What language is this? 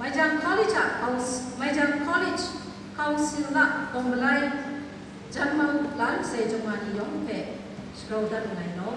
Kachin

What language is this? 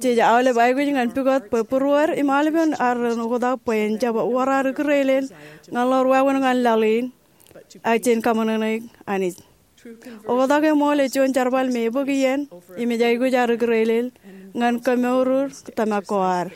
Marshallese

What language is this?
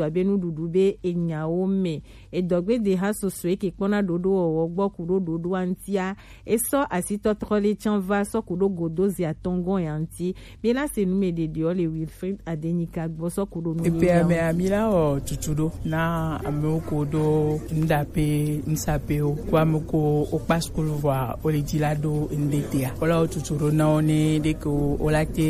Gen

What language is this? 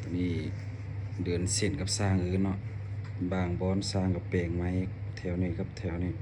Lao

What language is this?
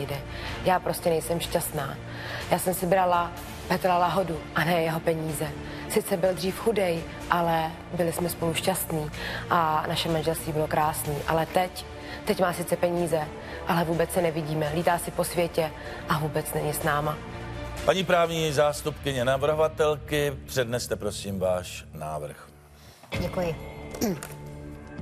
Czech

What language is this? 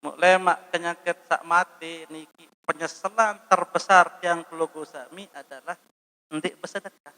Sasak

